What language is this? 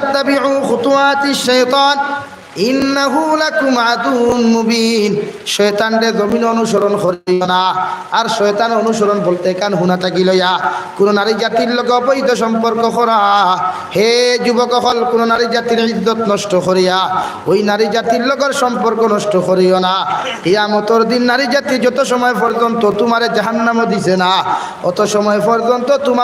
Sylheti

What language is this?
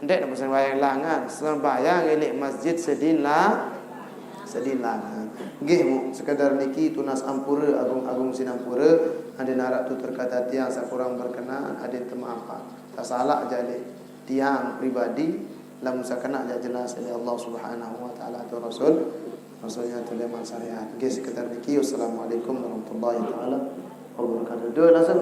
Sasak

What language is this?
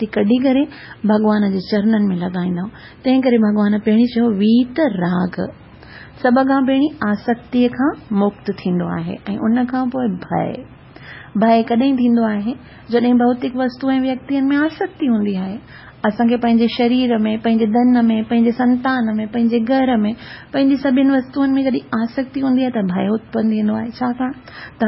Sindhi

